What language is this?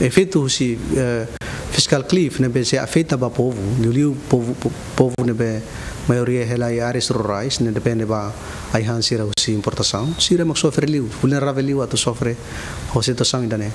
Tetum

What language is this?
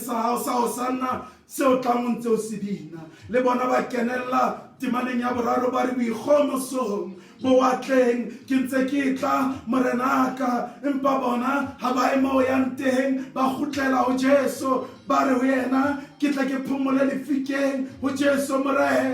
Southern Sotho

